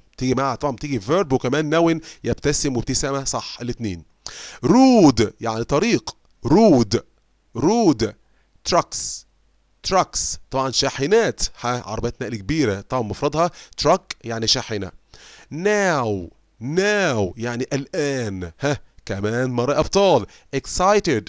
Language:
Egyptian Arabic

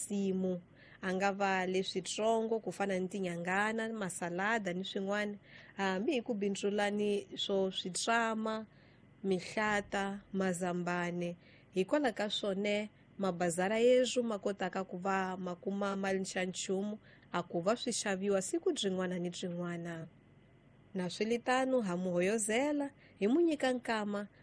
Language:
Tsonga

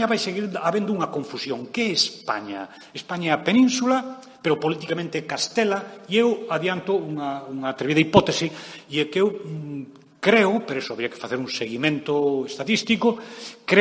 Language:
Galician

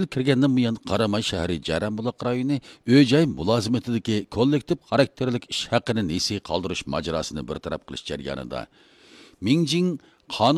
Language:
Uyghur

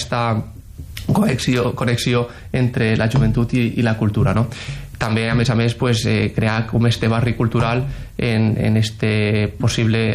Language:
Catalan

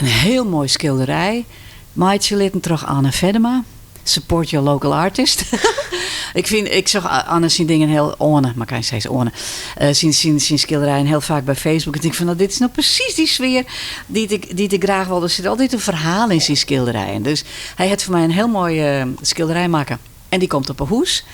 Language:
Western Frisian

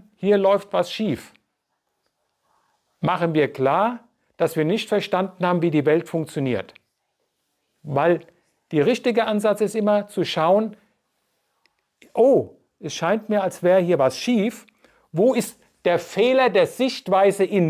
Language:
German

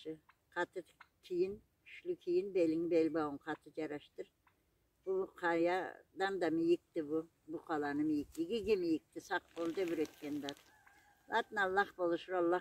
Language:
Karachay-Balkar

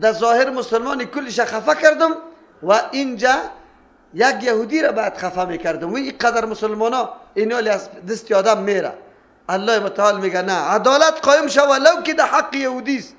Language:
Persian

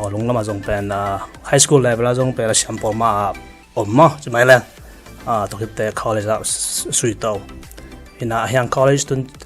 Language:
Tedim Chin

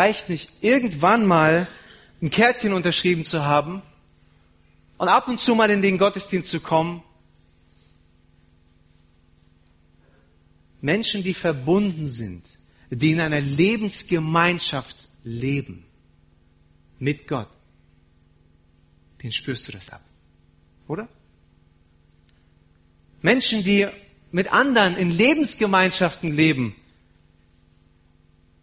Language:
German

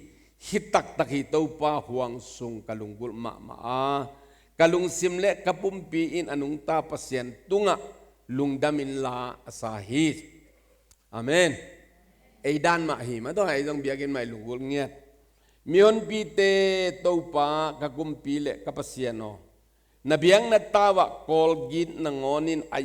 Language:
Tedim Chin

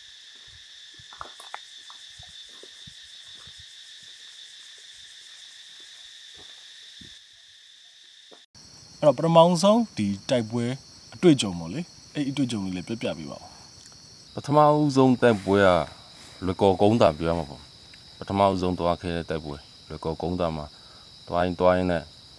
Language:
Burmese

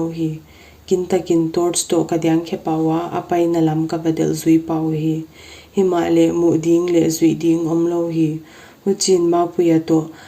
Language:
Paite Chin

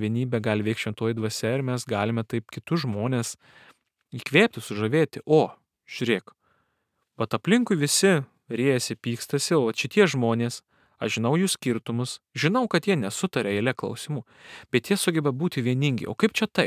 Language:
Lithuanian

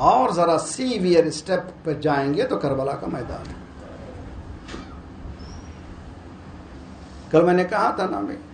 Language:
Urdu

